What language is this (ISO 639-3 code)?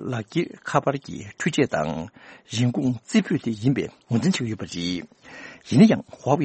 bod